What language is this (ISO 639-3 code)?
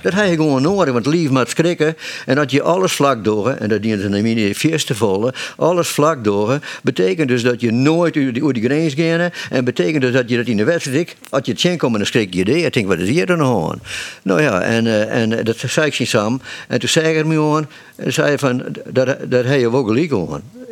fry